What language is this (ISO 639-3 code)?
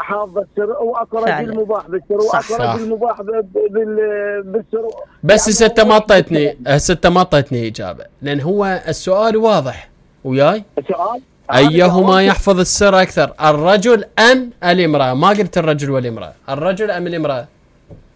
acm